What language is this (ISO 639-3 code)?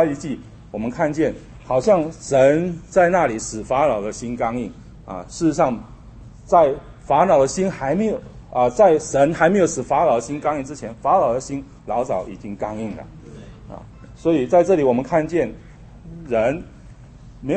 zho